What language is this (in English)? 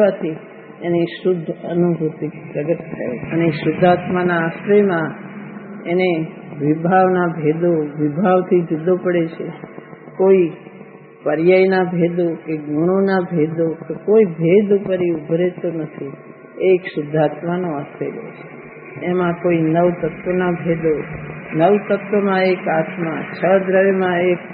Gujarati